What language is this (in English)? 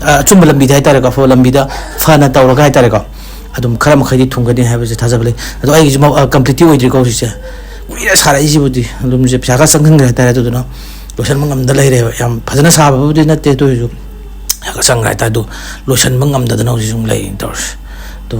Manipuri